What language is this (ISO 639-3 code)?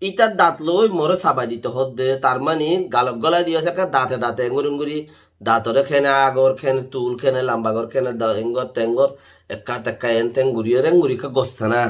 rhg